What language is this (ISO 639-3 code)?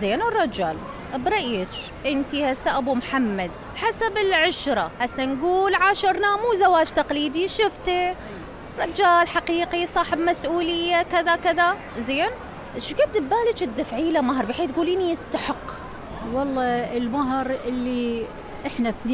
acm